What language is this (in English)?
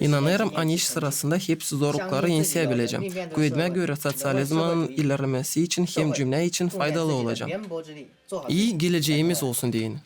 Gagauz